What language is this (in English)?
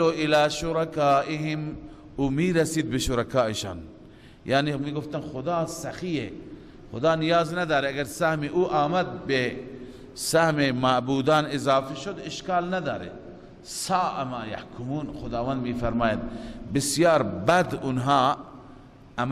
Persian